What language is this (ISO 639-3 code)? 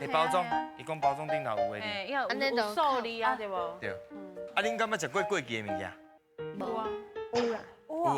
nan